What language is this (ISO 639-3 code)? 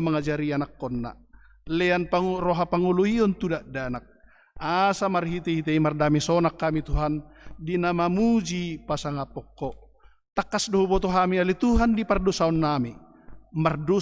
bbc